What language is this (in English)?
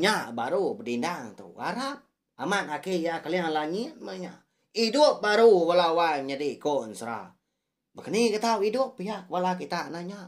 Iban